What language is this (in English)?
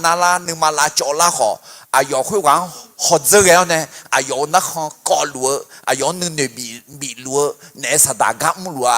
Akha